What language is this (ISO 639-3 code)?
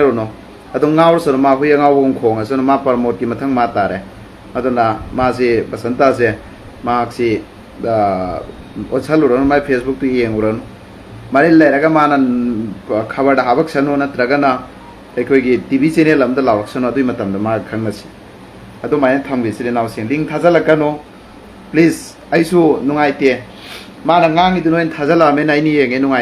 mni